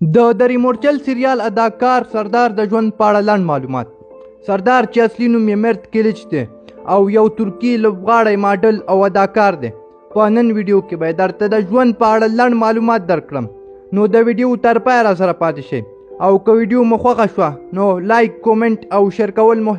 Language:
Pashto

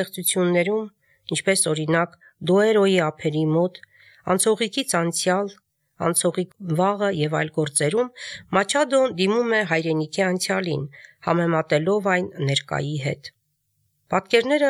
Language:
Armenian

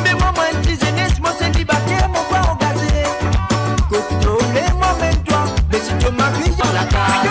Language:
Morisyen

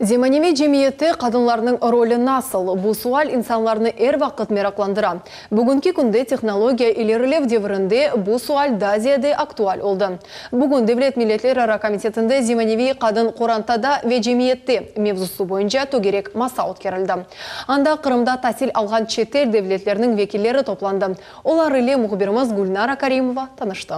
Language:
Crimean Tatar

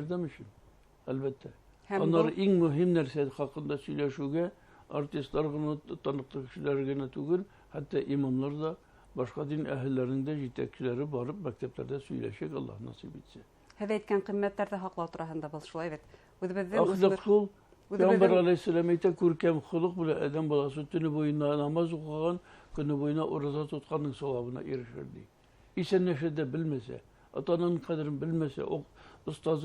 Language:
Bashkir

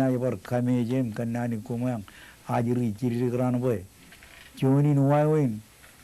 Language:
Marshallese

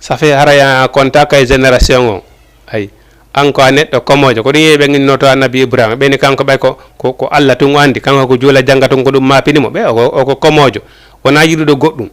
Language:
Fula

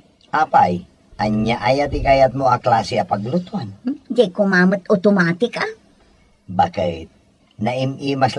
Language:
Iloko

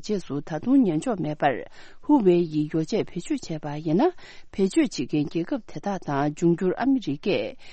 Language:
Tibetan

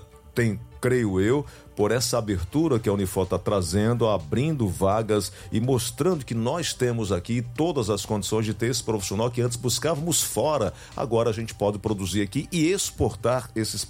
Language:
Portuguese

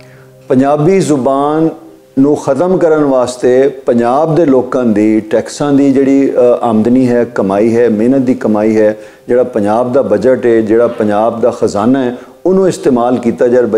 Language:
Western Panjabi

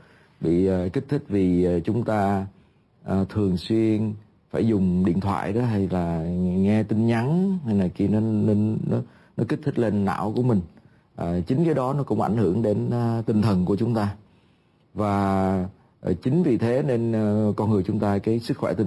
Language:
Vietnamese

